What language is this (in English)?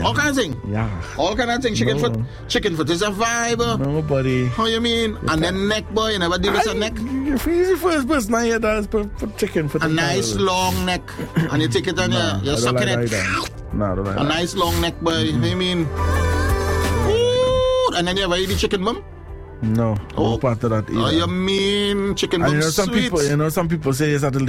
English